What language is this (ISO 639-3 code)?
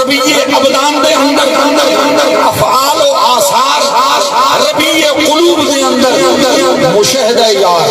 skr